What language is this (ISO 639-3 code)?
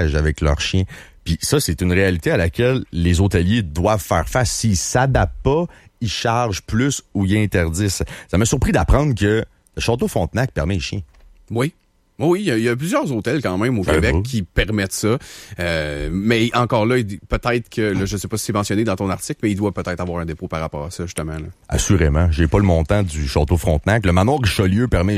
fra